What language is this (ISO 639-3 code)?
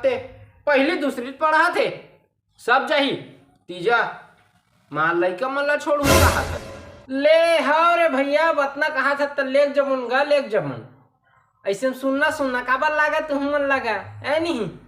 hne